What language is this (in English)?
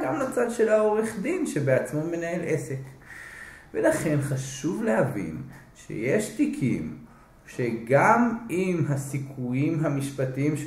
Hebrew